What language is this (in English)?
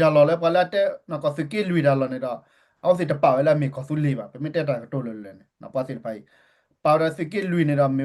S'gaw Karen